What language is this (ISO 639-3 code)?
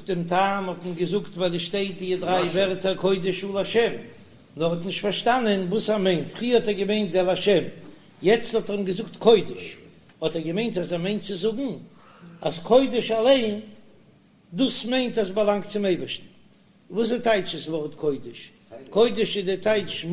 yid